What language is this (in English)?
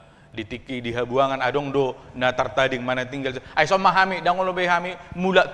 Batak Toba